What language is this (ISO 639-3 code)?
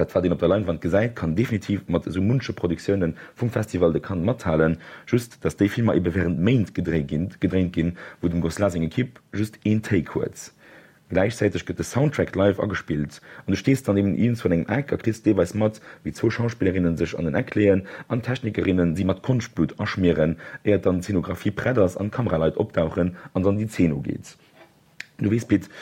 ltz